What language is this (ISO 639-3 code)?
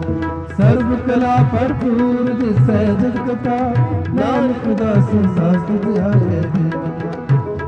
pan